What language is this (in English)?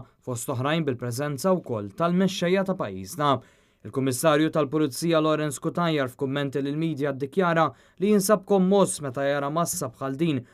Maltese